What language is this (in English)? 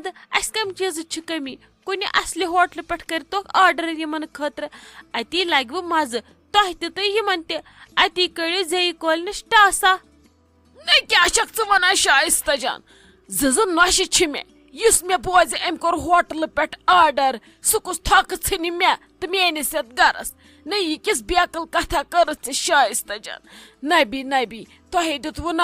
Kashmiri